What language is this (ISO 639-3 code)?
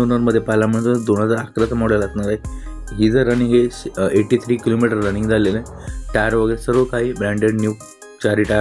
mar